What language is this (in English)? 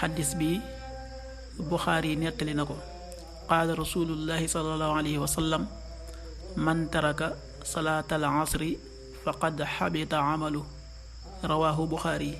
Wolof